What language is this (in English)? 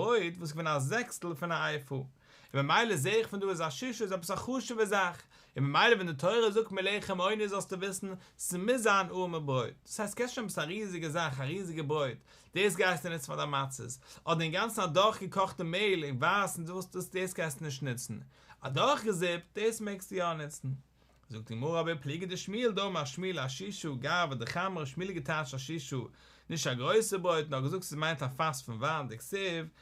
Yiddish